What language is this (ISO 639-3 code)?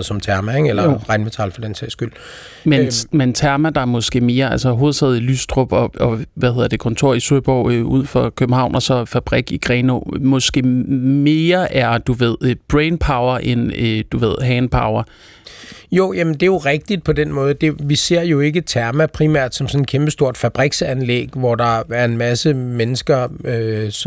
dan